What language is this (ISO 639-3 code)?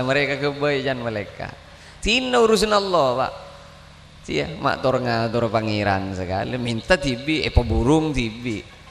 mad